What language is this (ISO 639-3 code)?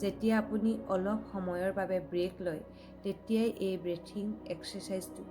asm